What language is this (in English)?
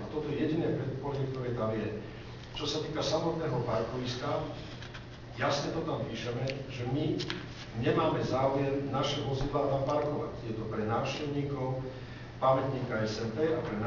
Slovak